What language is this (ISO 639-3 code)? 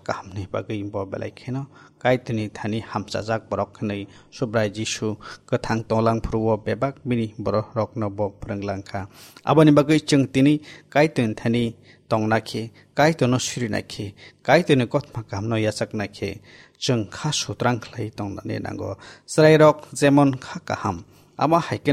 trp